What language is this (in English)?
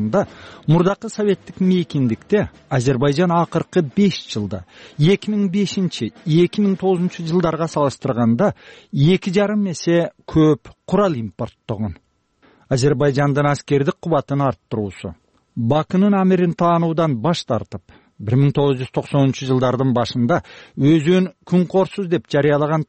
Kyrgyz